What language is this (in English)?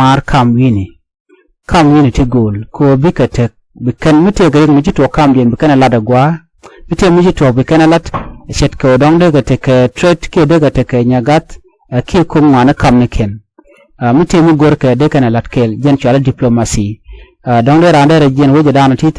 Nuer